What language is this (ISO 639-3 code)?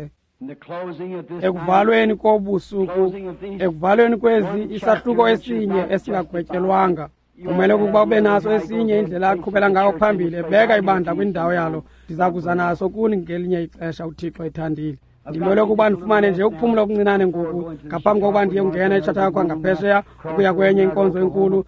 xho